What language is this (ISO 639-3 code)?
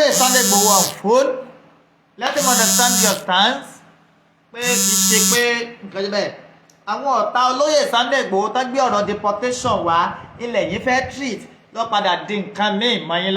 yor